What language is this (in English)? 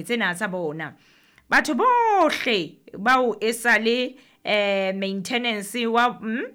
Southern Sotho